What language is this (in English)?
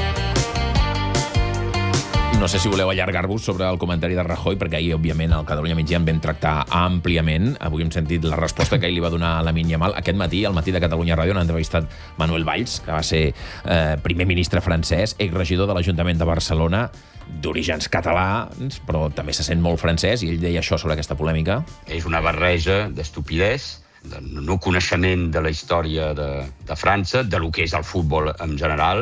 Catalan